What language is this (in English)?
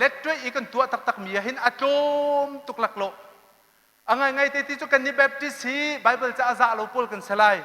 Hakha Chin